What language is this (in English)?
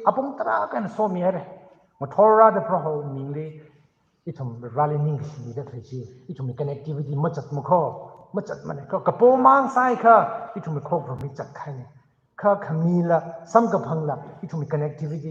Tangkhul Naga (India)